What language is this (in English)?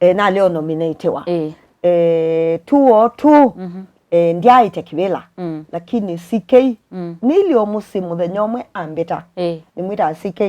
Kamba